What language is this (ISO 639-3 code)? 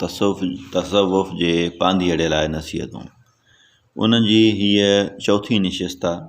snd